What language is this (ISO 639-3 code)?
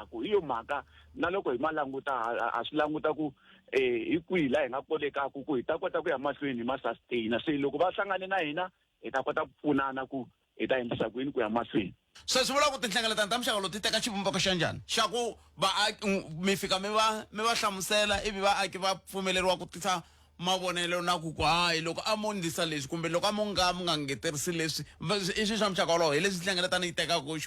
tso